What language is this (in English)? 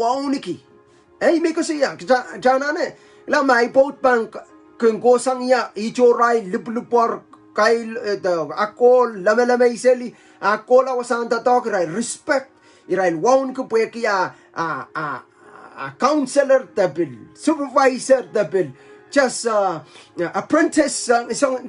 Pohnpeian